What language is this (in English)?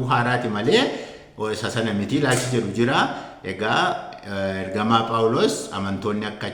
Oromo